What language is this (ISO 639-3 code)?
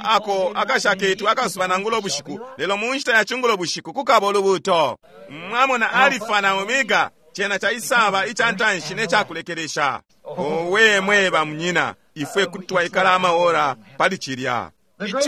bem